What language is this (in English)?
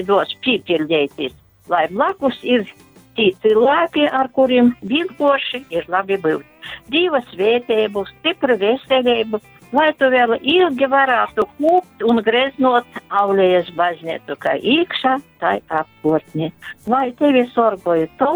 Latgalian